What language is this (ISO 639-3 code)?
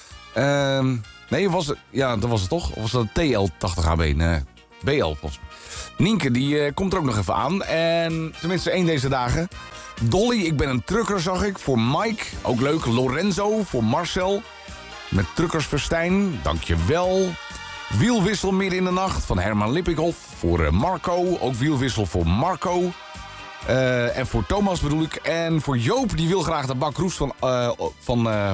nld